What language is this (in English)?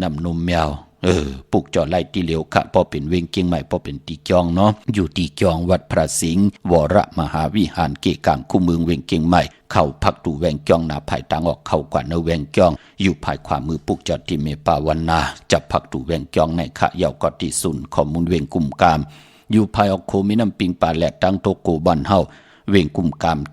Shan